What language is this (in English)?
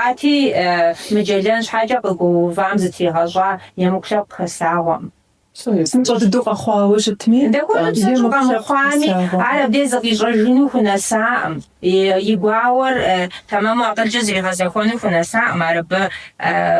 Kabardian